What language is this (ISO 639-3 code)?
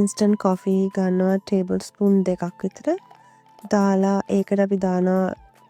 sin